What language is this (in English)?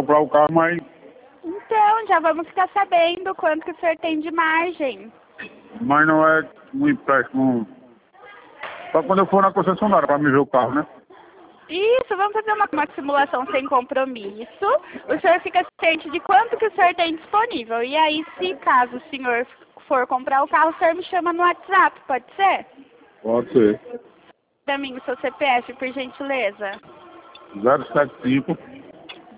Portuguese